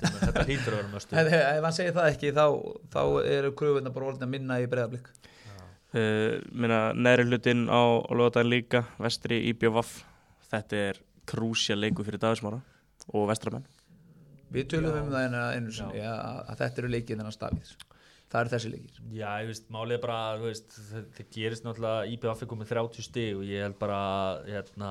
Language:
Icelandic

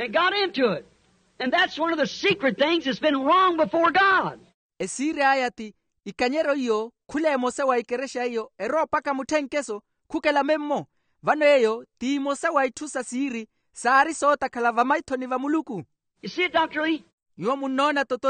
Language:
Makhuwa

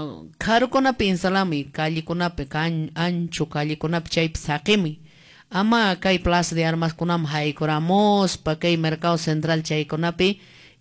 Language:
Quechua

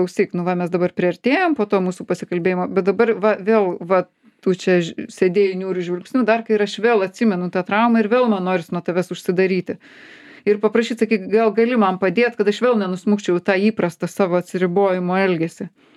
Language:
Lithuanian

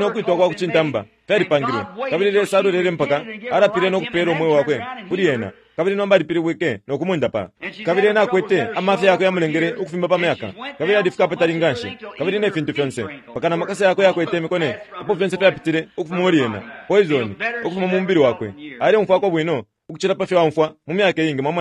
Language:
Bemba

